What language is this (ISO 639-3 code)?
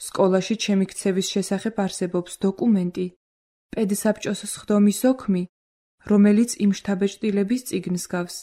kat